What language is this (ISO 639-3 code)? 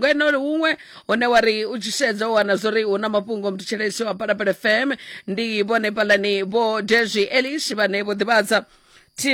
ven